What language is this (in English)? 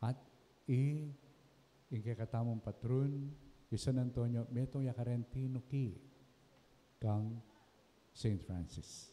Pampanga